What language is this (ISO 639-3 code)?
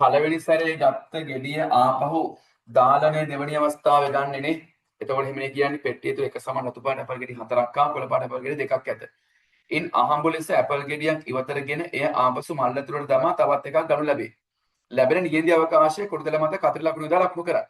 sin